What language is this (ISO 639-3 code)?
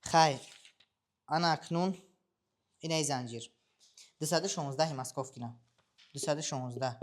tgk